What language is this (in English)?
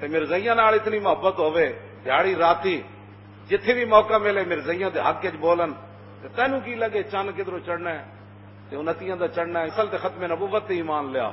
Western Panjabi